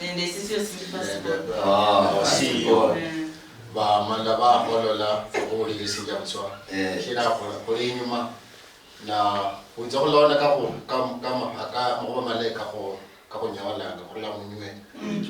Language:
Luyia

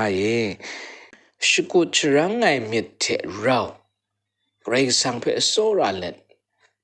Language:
Kachin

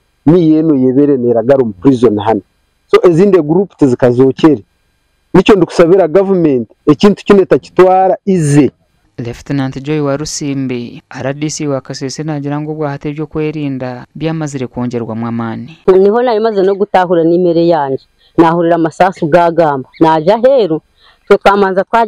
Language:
Nyankole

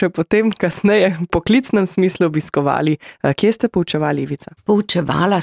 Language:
Slovenian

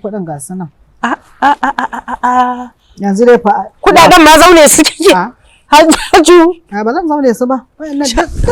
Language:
Hausa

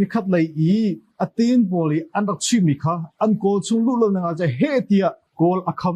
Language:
Hakha Chin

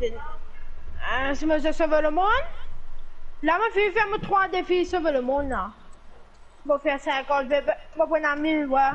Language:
Morisyen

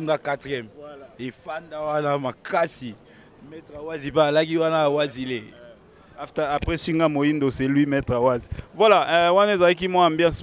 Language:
Lingala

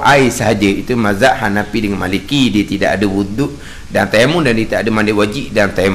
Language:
Malay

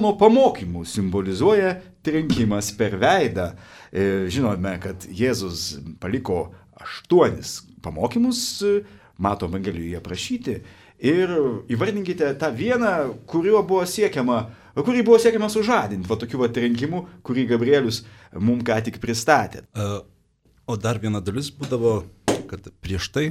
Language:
Lithuanian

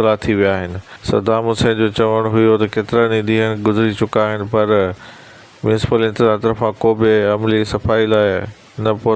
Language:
Sindhi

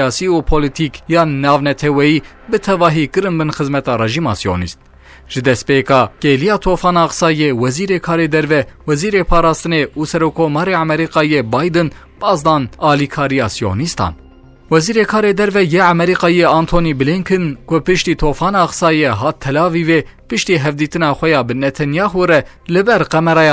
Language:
Kurdish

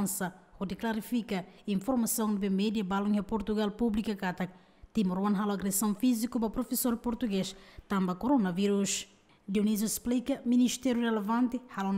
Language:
Tetum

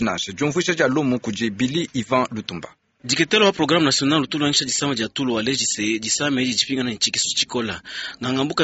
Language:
Luba-Lulua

